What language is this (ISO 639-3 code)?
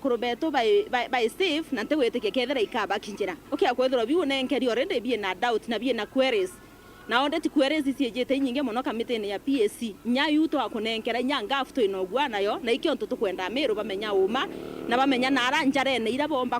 mer